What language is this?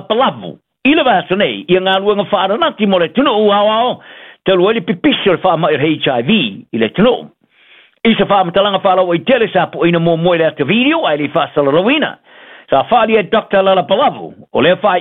Samoan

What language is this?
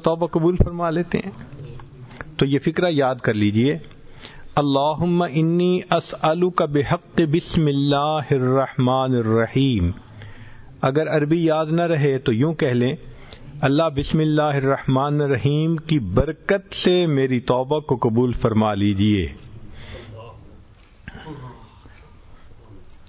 Urdu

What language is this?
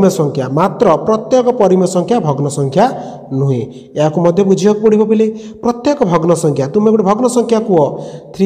Odia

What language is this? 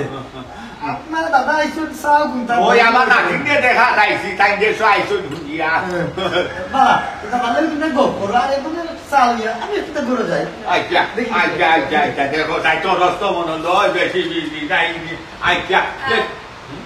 Sylheti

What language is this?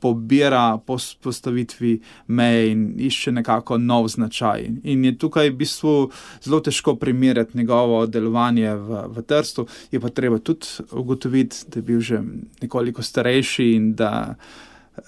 Slovenian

